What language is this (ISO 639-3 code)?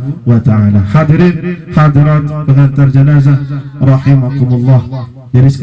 sas